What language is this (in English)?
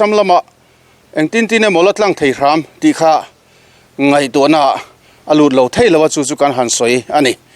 Mizo